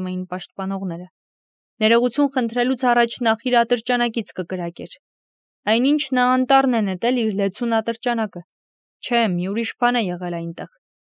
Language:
Armenian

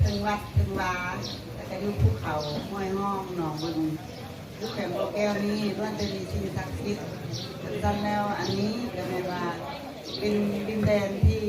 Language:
Lao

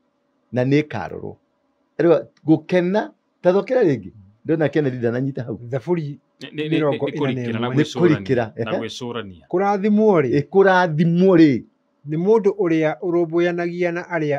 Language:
Kikuyu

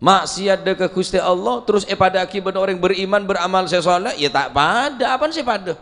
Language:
Madurese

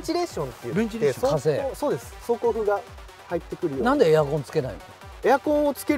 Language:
Japanese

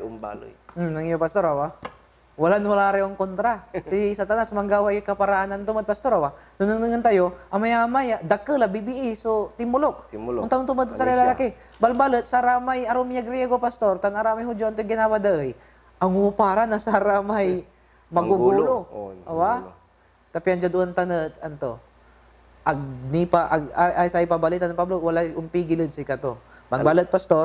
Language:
Pangasinan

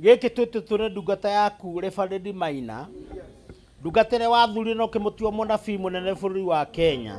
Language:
Kikuyu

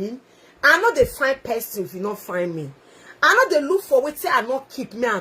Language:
Nigerian Pidgin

